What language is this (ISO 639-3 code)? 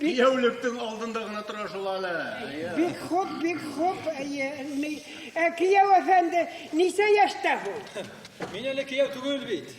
bak